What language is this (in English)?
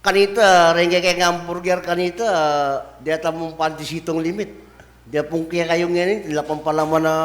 Pampanga